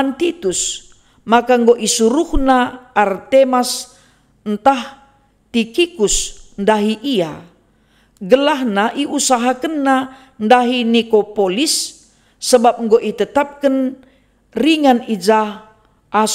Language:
Batak Karo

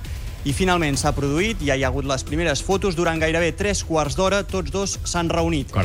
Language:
Catalan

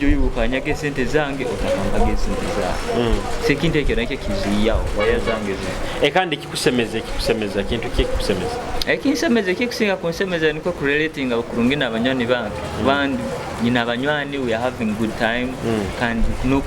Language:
Nyoro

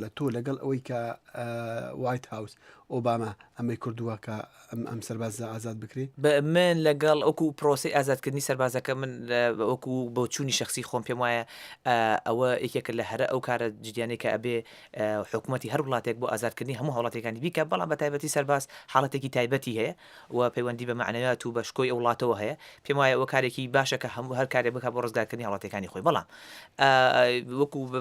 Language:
Central Kurdish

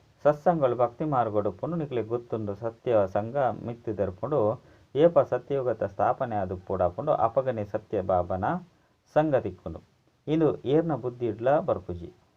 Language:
Tulu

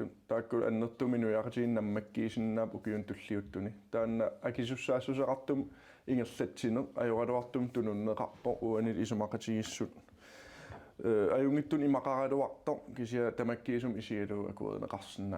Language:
Kalaallisut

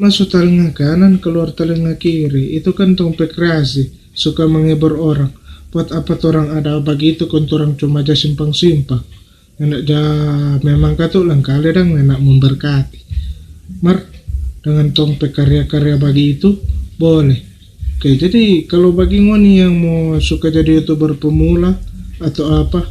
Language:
Manado Malay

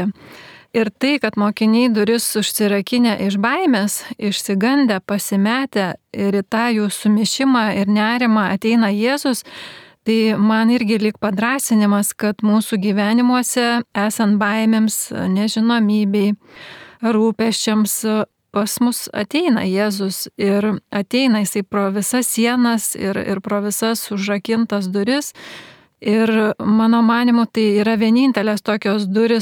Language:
Lithuanian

